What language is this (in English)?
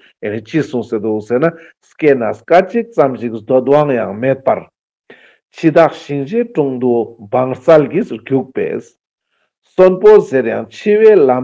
Ladakhi